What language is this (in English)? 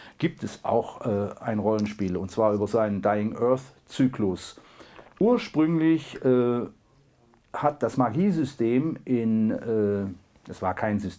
German